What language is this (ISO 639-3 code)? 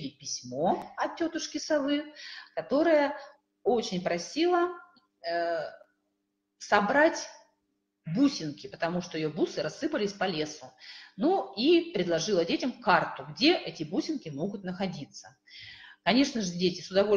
rus